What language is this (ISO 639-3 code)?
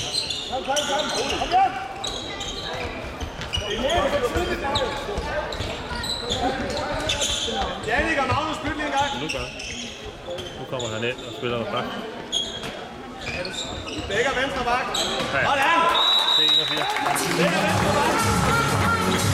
dan